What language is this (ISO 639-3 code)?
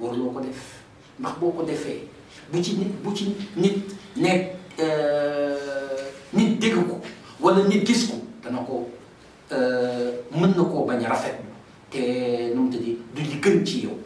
wol